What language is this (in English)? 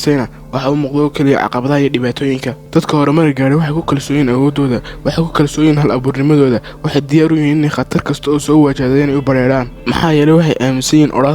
Somali